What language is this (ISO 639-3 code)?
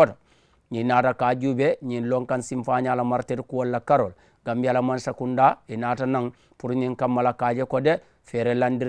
man